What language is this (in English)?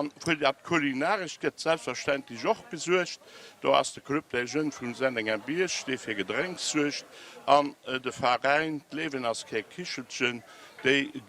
Luxembourgish